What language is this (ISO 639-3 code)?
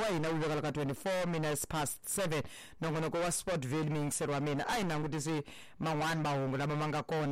tso